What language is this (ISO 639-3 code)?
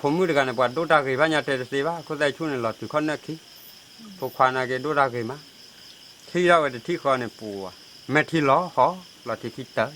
ksw